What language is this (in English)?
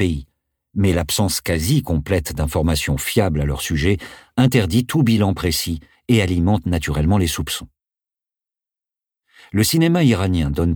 French